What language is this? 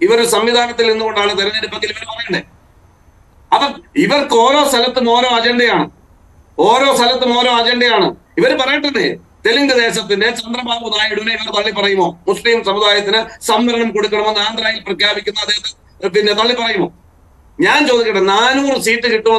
Malayalam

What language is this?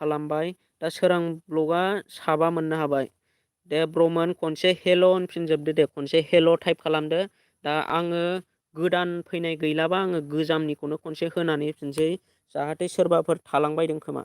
Bodo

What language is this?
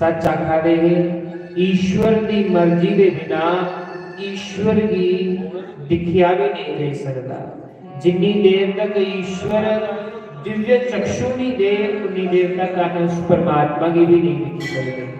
Dogri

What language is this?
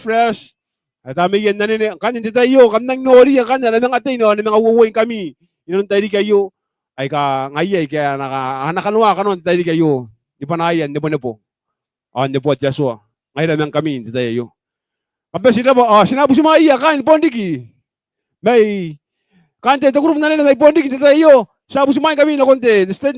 Gilbertese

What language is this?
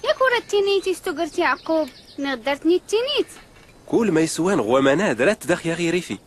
Tachelhit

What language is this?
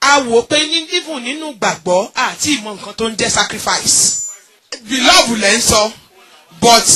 Yoruba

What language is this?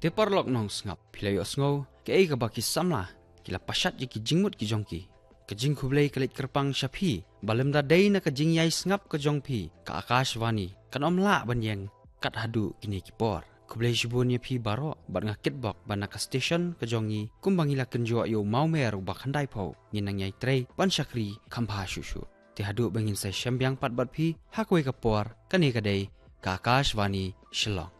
Khasi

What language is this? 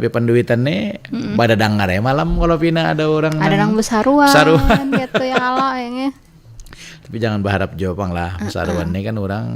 Banjar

